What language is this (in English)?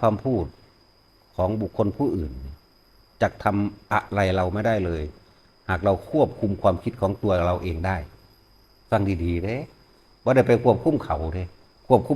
Northeastern Thai